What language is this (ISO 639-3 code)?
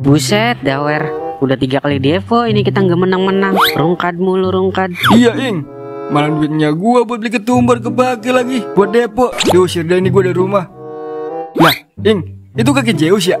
bew